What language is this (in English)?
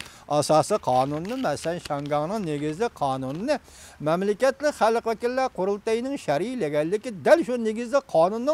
Uyghur